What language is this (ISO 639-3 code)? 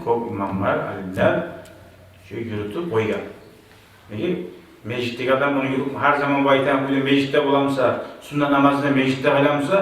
kum